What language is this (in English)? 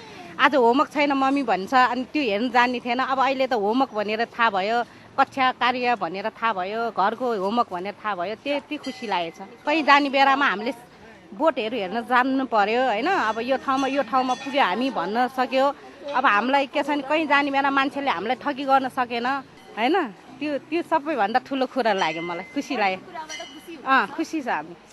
Nepali